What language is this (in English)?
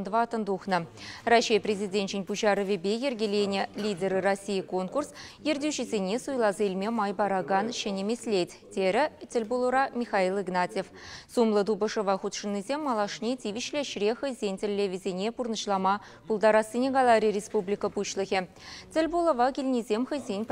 Chuvash